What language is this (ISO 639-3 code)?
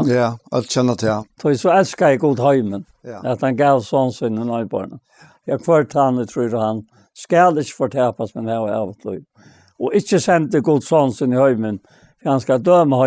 fao